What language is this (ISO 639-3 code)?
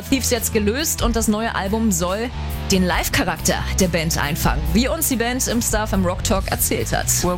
deu